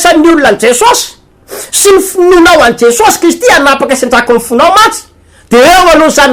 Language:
Malagasy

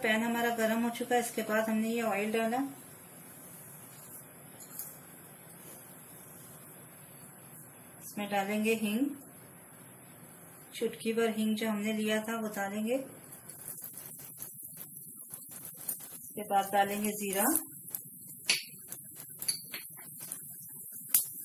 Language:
Hindi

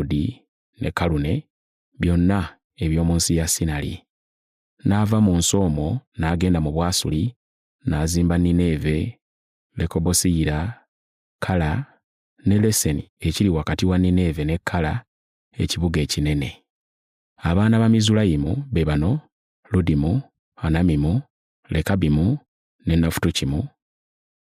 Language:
Ganda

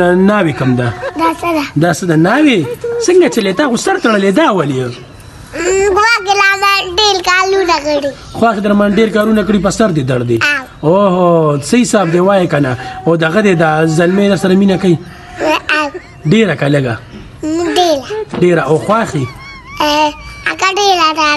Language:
Pashto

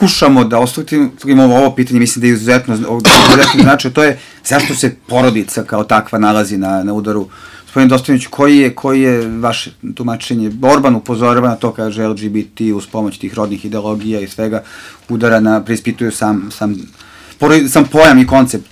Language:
Serbian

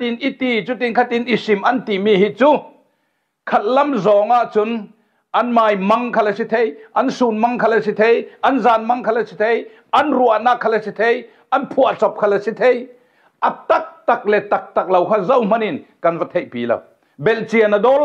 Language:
Falam Chin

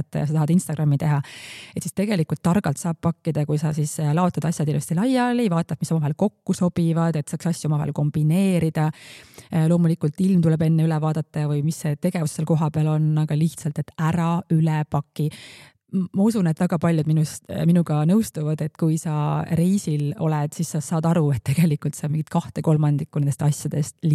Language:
Estonian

